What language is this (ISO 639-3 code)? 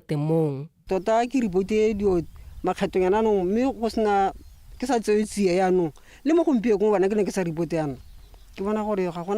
tsn